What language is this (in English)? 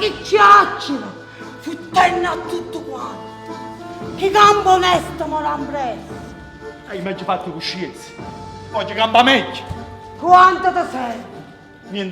Neapolitan